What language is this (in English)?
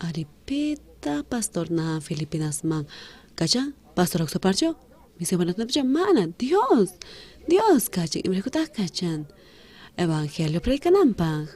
South Bolivian Quechua